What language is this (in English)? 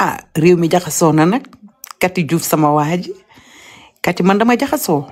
Wolof